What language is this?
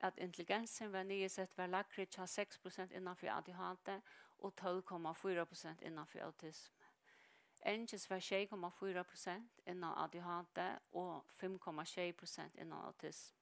Faroese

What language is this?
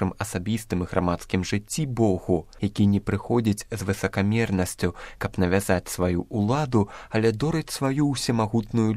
Belarusian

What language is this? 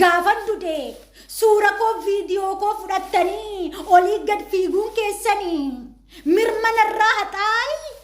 Oromo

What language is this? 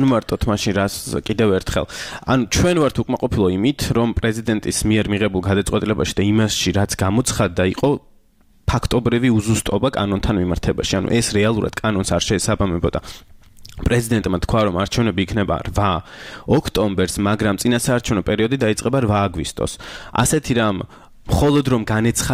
Georgian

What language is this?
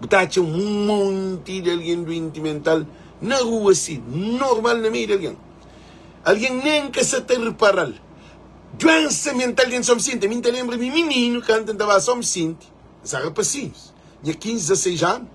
Kabuverdianu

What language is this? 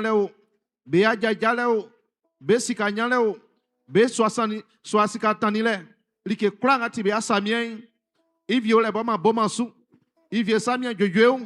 Baoulé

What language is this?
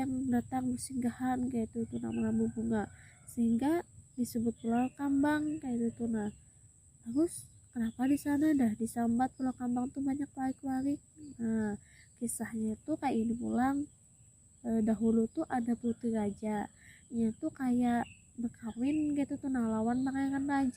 Banjar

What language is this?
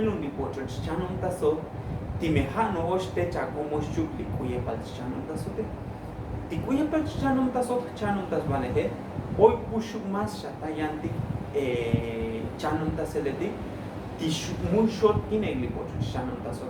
Tzotzil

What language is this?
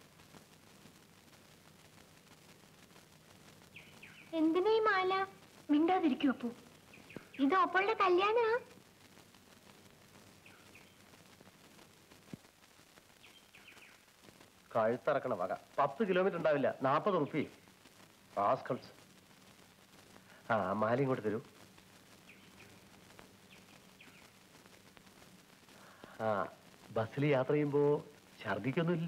Malayalam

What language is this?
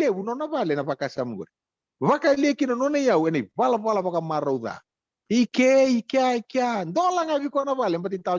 Fijian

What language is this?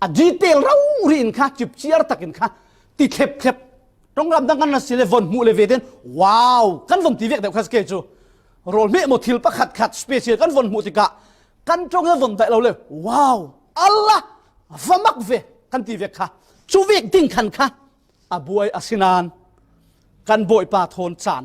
Falam Chin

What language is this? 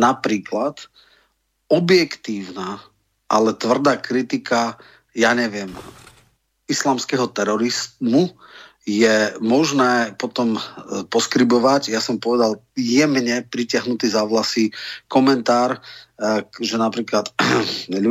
Slovak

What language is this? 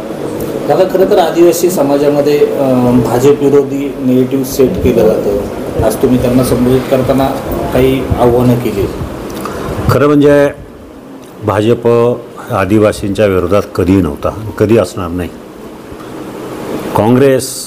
Marathi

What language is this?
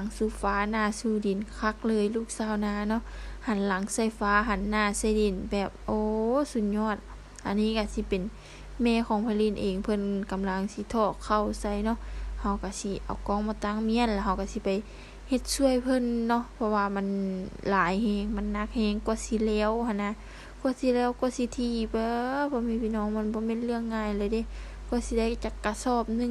Lao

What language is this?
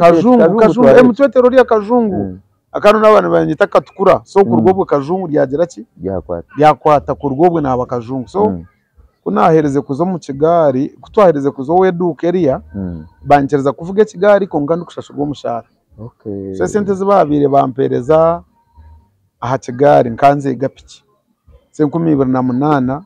Nyankole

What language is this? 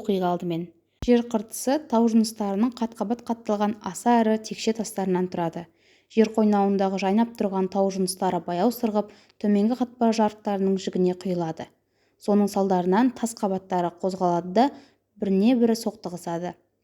Kazakh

